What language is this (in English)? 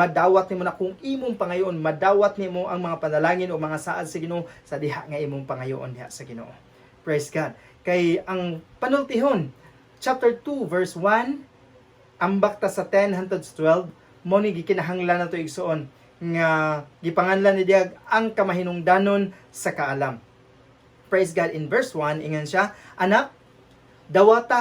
Cebuano